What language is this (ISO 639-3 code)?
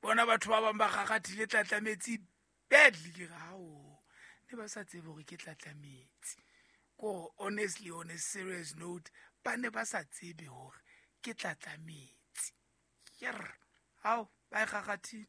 sot